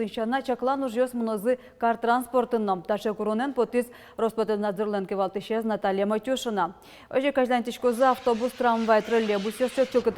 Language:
Udmurt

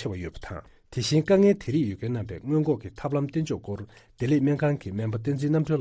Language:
Tibetan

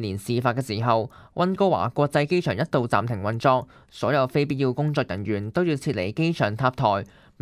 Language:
Cantonese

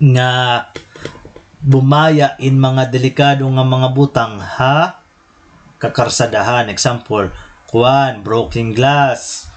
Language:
Waray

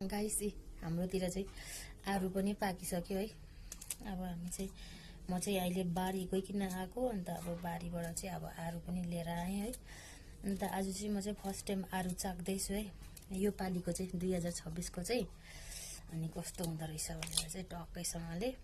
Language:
Nepali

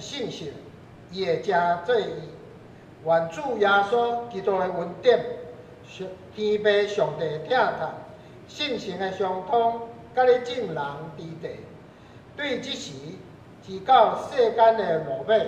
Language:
Min Nan Chinese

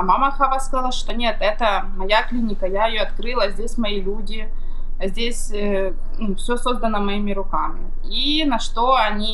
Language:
Russian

